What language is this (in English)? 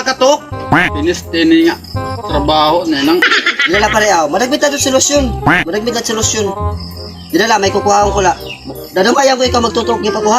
Waray